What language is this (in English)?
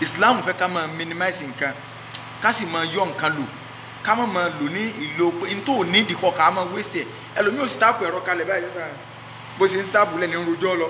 Yoruba